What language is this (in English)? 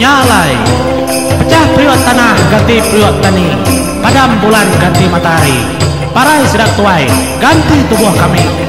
Iban